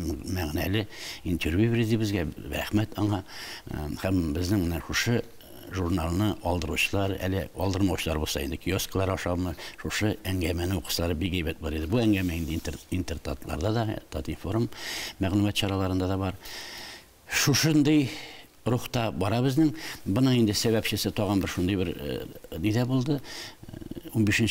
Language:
Tatar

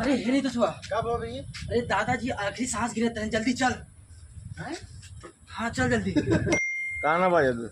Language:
Awadhi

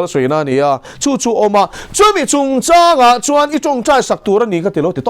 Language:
Mizo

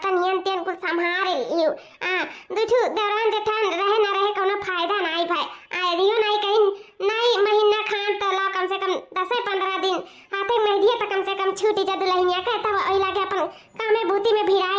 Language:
Awadhi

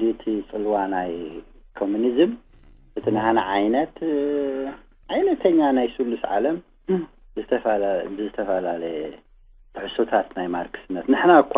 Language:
Tigrinya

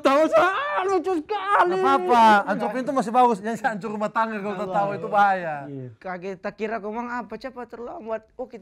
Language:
Manado Malay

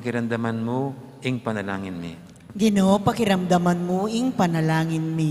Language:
Pampanga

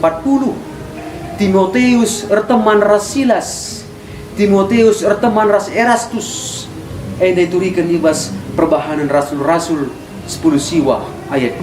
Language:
Batak Karo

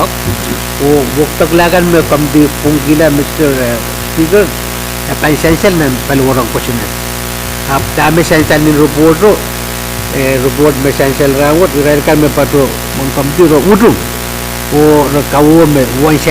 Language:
Pohnpeian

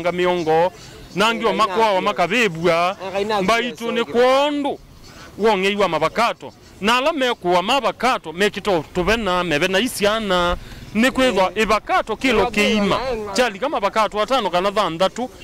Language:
Kamba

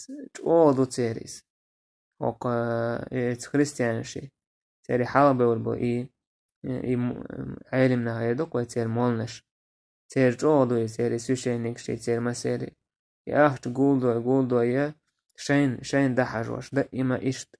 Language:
Chechen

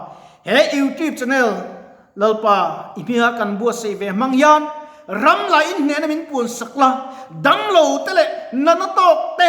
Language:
Mizo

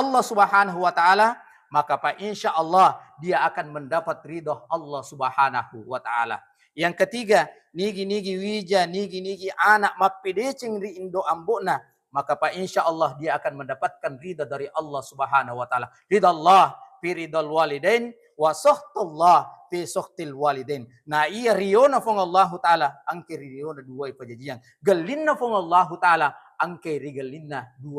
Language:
Buginese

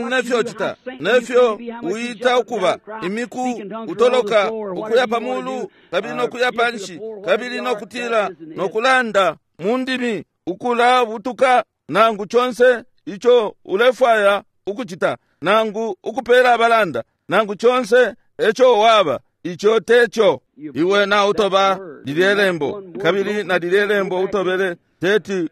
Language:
Bemba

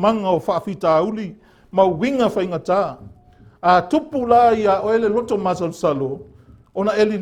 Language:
Samoan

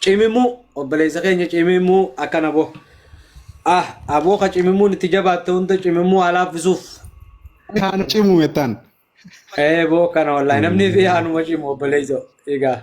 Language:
Oromo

